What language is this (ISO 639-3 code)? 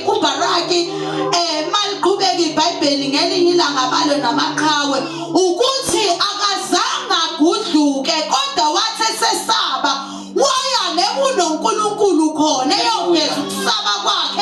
zul